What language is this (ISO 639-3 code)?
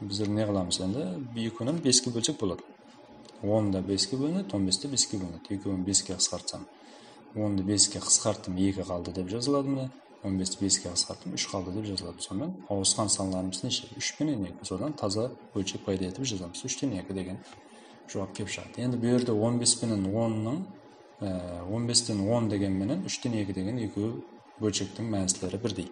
kaa